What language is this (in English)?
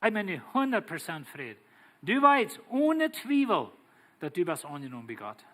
Plautdietsch